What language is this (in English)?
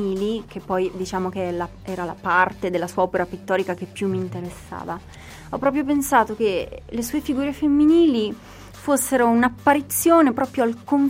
Italian